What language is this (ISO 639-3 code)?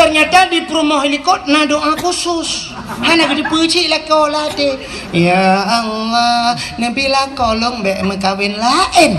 ace